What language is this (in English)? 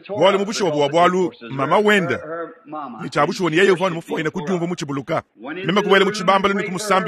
Luba-Lulua